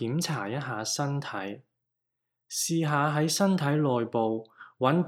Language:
Cantonese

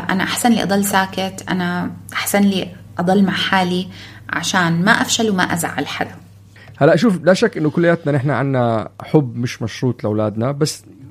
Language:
North Levantine Arabic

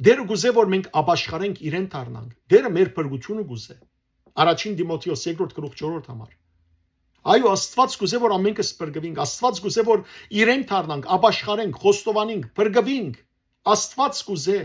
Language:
Western Armenian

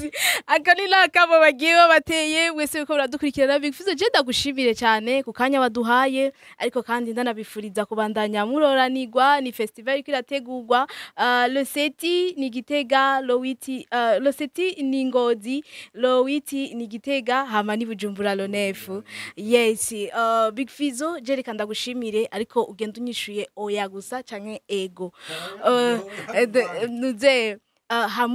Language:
Rundi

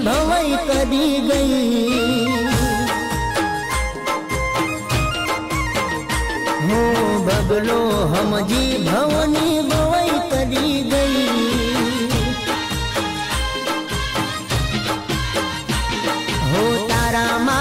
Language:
Gujarati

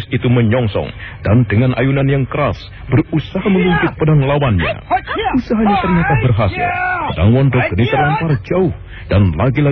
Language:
Indonesian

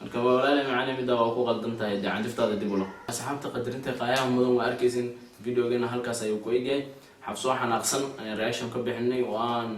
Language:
Somali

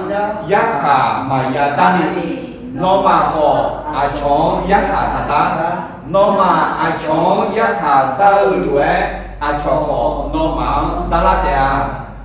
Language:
Akha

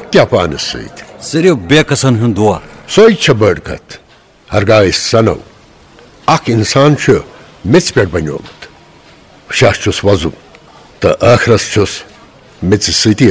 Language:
Kashmiri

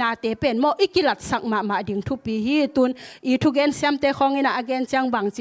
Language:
Tedim Chin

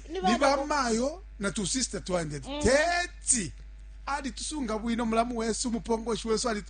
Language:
Bemba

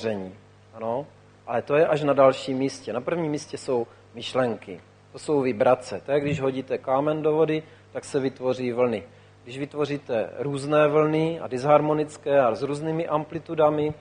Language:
Czech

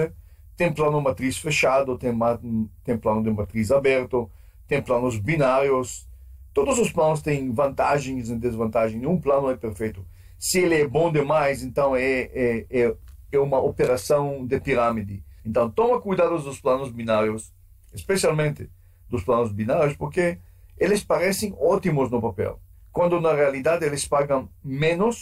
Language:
Portuguese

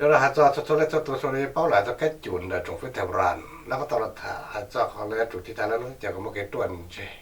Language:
Hmong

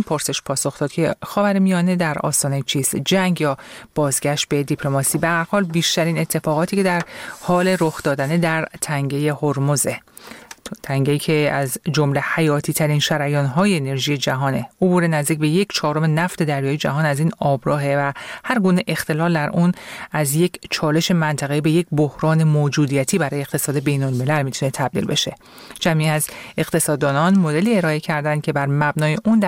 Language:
Persian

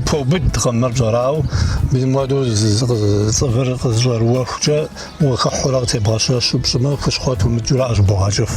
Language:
Kabardian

